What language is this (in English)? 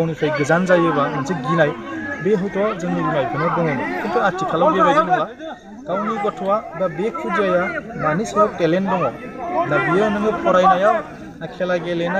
Bodo